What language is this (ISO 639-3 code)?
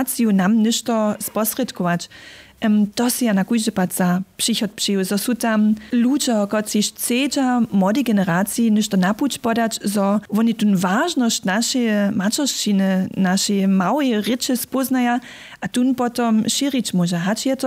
hsb